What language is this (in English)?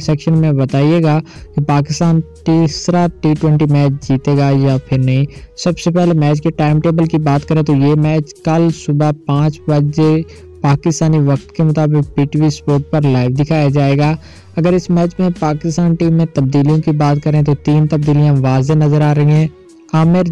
Urdu